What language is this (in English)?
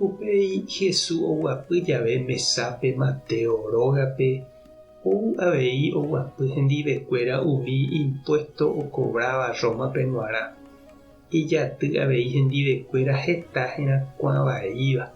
Guarani